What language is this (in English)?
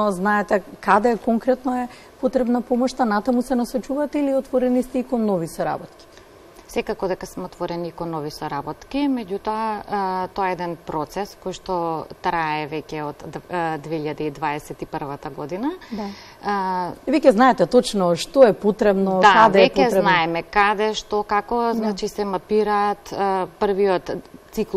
Macedonian